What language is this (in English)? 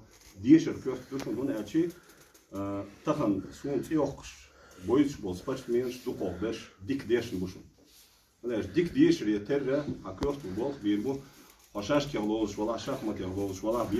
Chechen